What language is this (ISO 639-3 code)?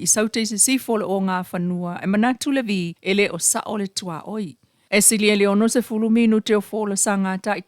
smo